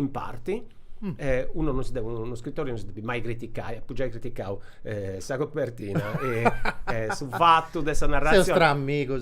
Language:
Sardinian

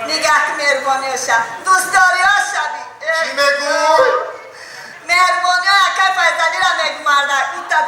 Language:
Tajik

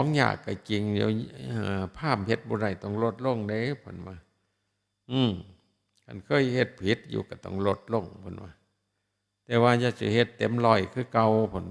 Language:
Northeastern Thai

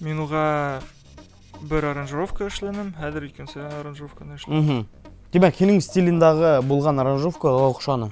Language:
Bashkir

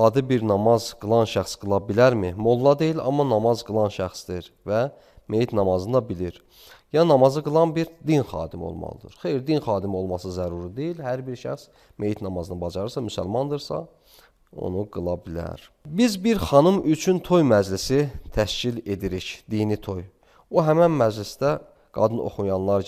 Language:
Azerbaijani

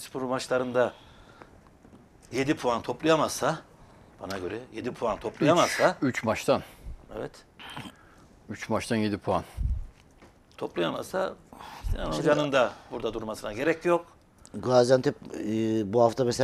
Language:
Turkish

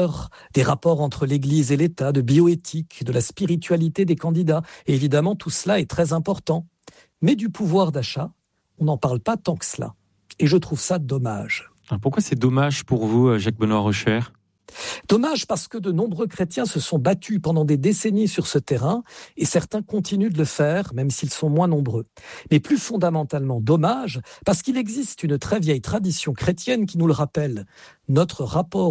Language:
French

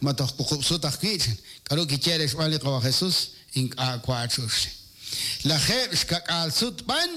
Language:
Kekchí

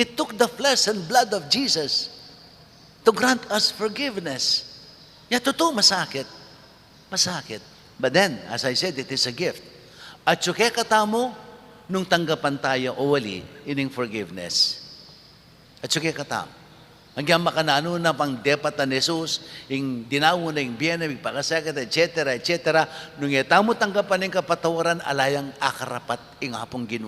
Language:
Pampanga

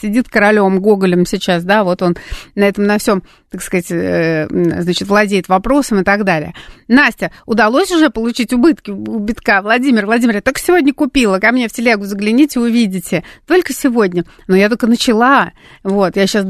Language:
Russian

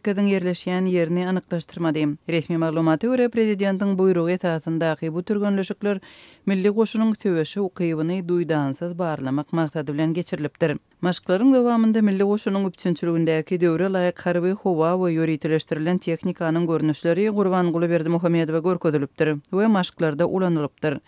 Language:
Turkmen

